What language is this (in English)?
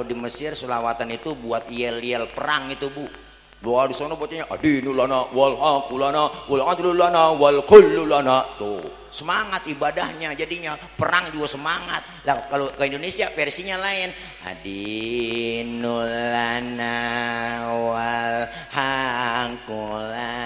Betawi